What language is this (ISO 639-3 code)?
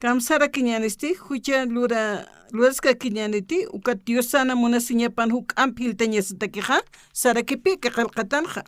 aym